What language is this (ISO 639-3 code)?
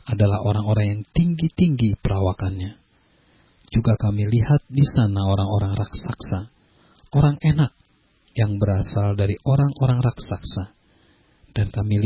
ind